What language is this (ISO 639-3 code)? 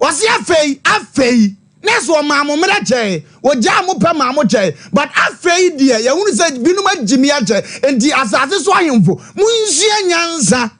aka